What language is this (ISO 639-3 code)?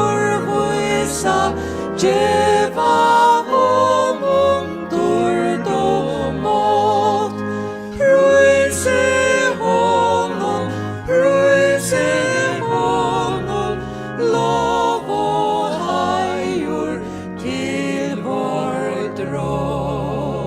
fao